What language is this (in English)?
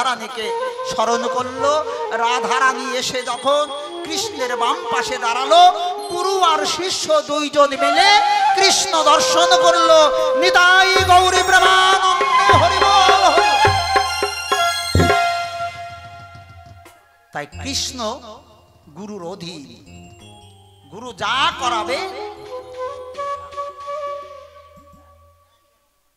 Bangla